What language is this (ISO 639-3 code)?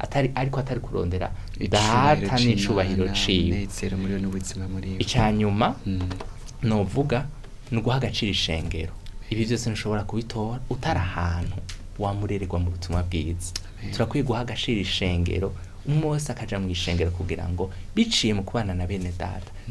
run